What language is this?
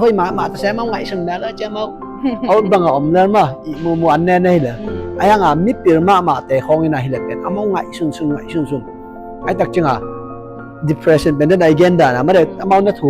Tedim Chin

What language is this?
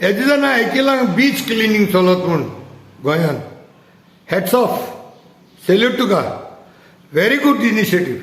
Konkani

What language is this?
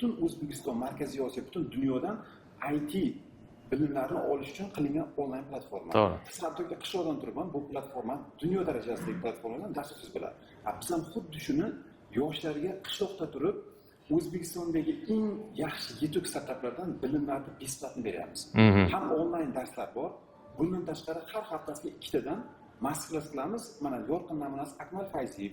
Uzbek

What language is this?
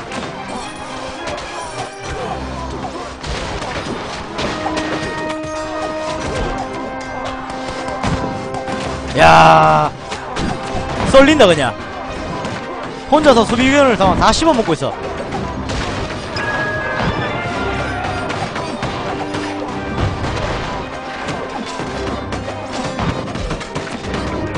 Korean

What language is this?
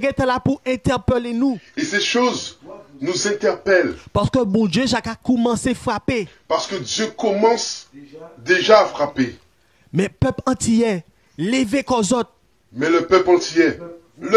Guadeloupean Creole French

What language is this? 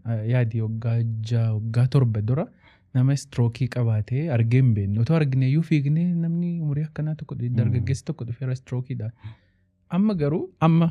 Oromo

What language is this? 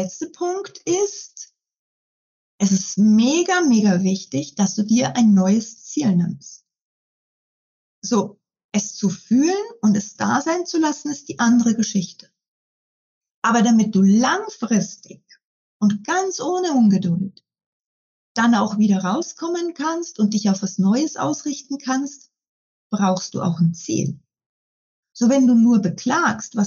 German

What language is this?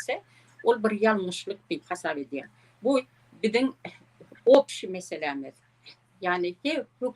Turkmen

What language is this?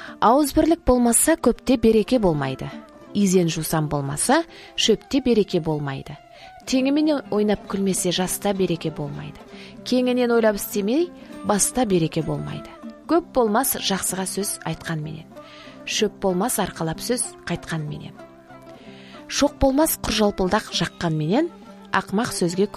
Kazakh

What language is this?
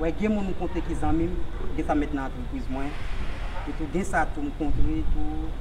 Haitian Creole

